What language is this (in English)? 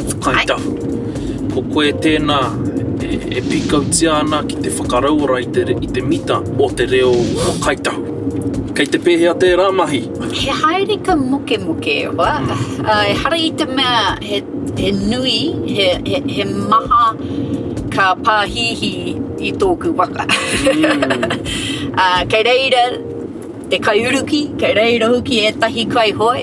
Māori